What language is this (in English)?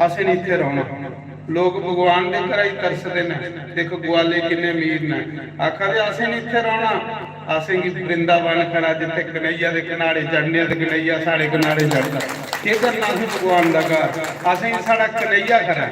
Dogri